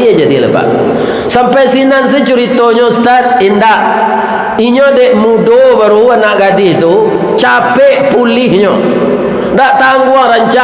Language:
Minangkabau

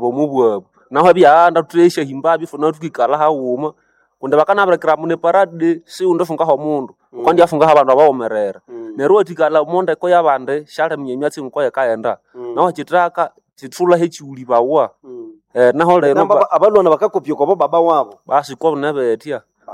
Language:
Nande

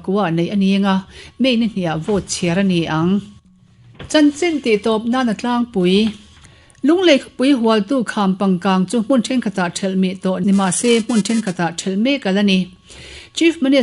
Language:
Mizo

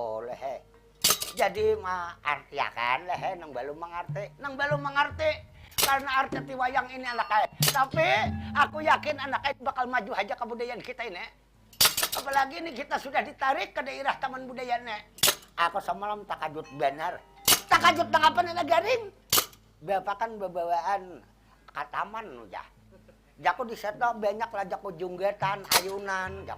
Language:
Banjar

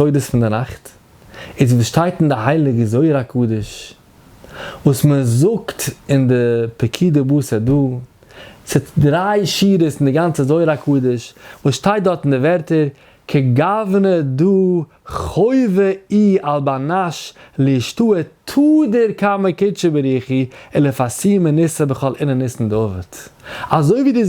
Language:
Yiddish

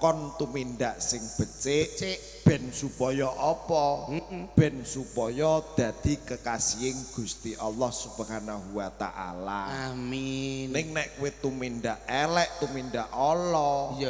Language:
Javanese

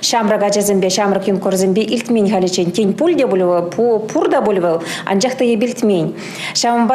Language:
Chuvash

